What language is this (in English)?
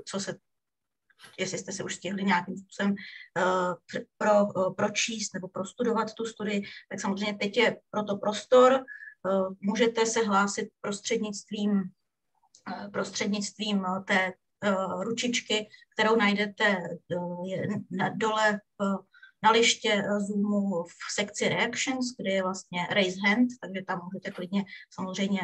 Czech